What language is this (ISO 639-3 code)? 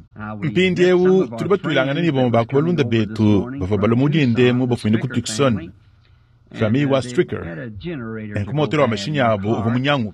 lua